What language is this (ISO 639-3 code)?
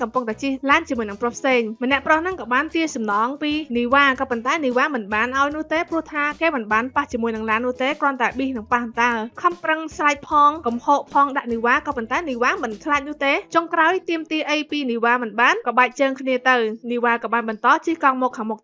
khm